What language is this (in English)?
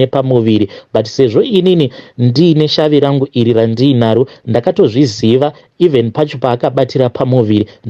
Shona